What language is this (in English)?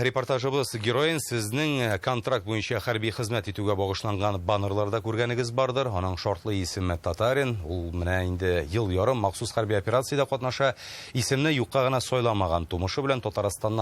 Tatar